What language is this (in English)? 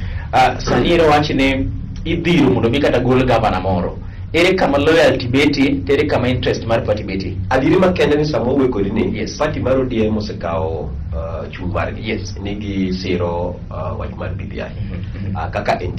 Luo (Kenya and Tanzania)